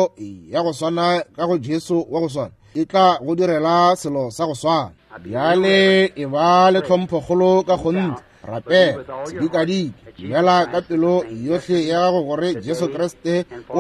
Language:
Northern Sotho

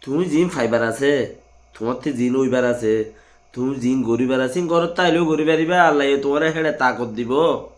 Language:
Rohingya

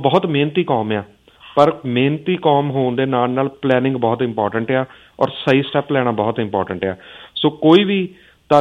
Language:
Punjabi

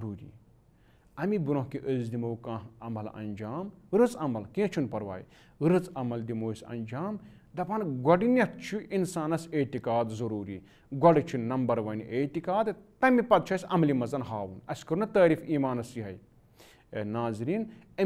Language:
Kashmiri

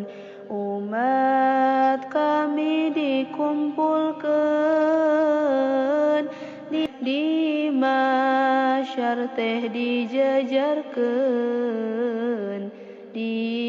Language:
Sundanese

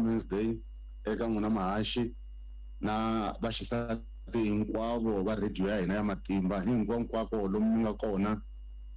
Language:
Tsonga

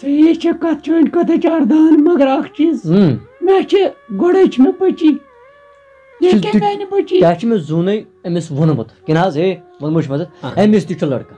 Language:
Kashmiri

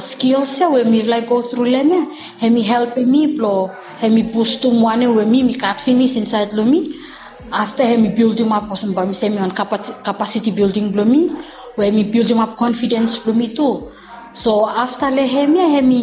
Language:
Bislama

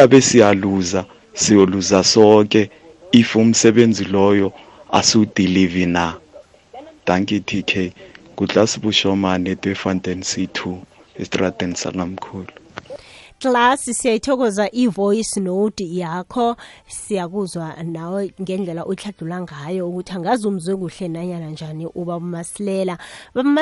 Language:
South Ndebele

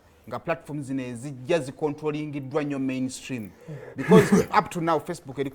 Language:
Ganda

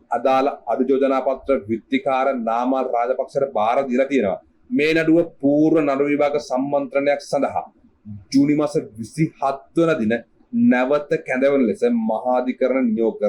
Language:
Sinhala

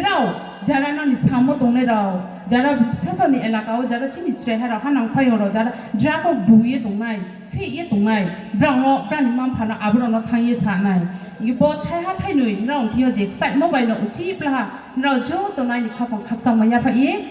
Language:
Riang (India)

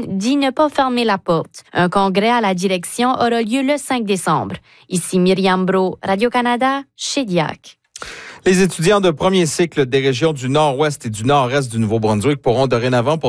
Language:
French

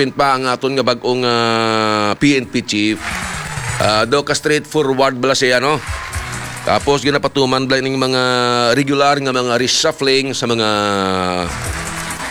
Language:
Hiligaynon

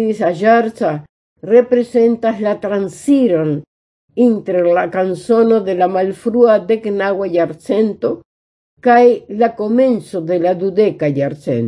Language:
Esperanto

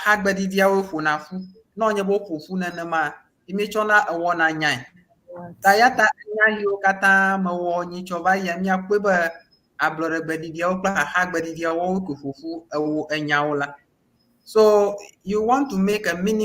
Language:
Ewe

